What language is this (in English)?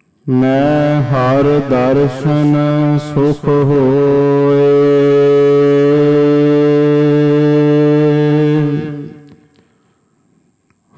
Punjabi